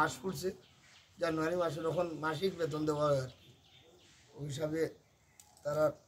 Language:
Sylheti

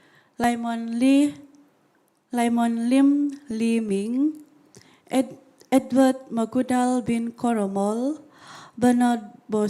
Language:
Central Dusun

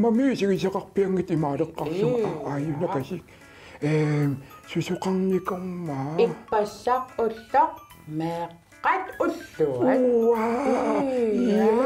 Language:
Kalaallisut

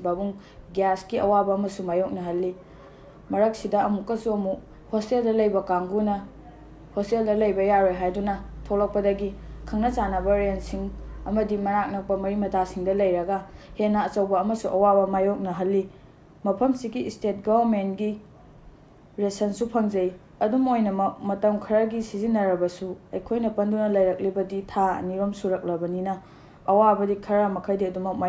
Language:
Manipuri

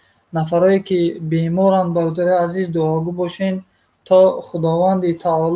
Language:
Tajik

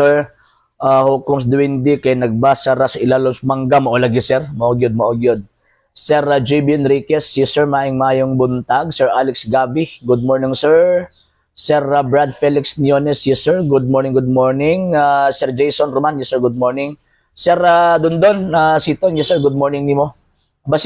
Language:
Cebuano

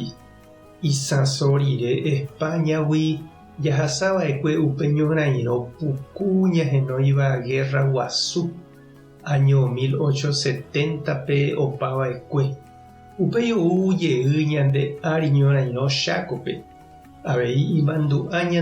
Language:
Guarani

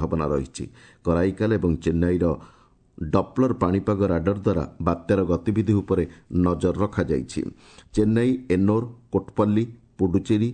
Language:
Odia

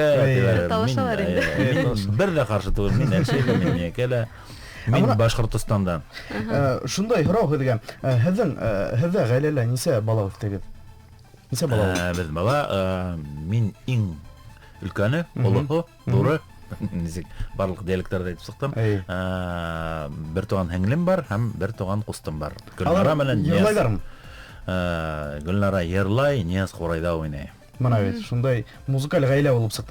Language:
Bashkir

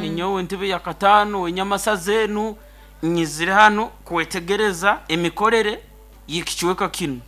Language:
Nyankole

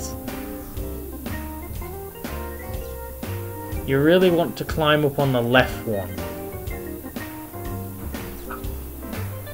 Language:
English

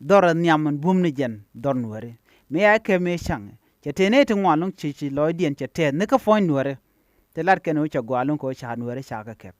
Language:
Nuer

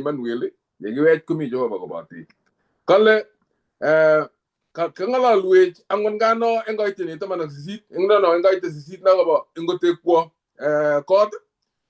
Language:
Kalenjin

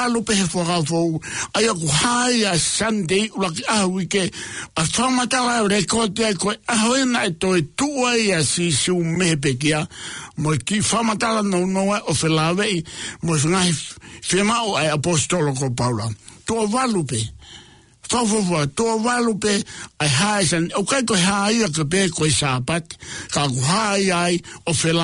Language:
Tongan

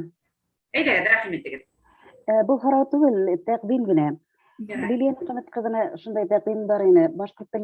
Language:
Bashkir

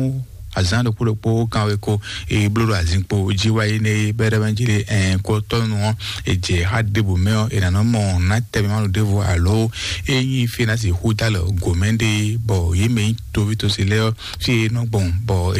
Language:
Fon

